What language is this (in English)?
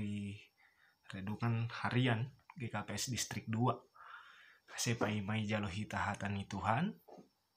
Batak Simalungun